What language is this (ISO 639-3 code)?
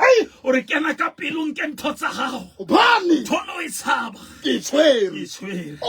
sot